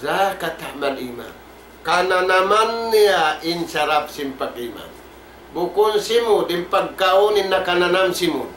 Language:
Tausug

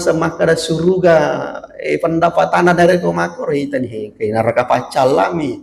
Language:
Buginese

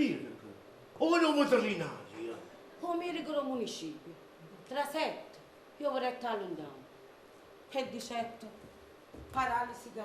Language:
Neapolitan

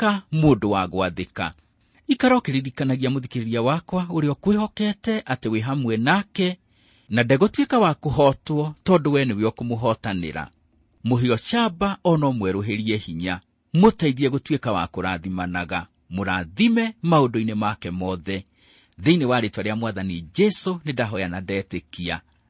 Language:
Kikuyu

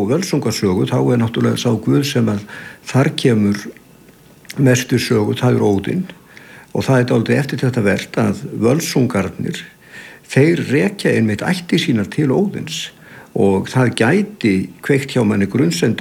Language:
Icelandic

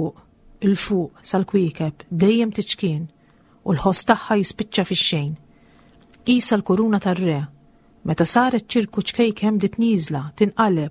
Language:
Maltese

